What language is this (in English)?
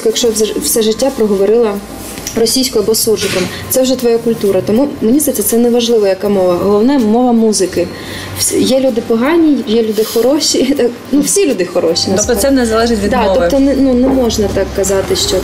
Ukrainian